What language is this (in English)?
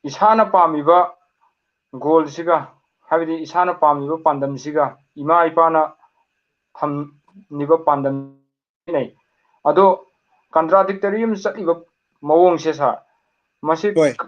Manipuri